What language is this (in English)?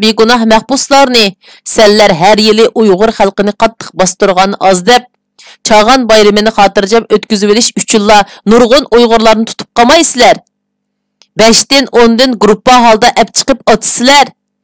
Uyghur